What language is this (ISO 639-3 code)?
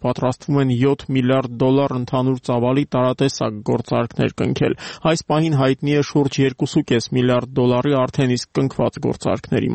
hye